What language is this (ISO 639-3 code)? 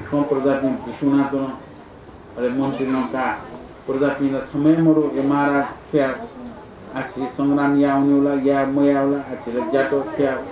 new